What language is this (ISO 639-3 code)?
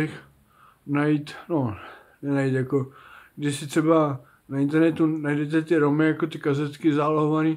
ces